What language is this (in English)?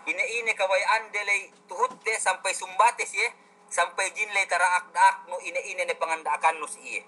Yakan